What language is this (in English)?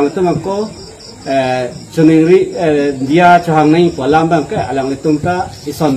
Karbi